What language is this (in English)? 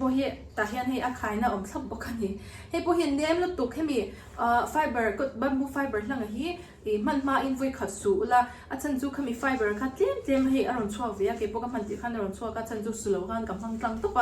Mizo